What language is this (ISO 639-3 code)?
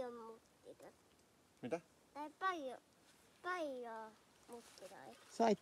fin